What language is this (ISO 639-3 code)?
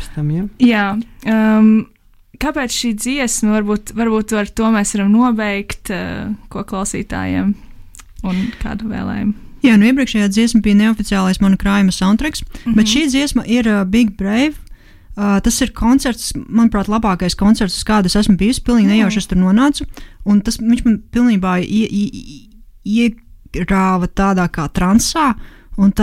lav